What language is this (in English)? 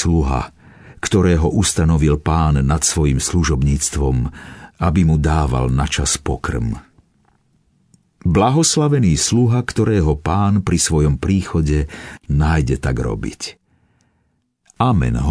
Slovak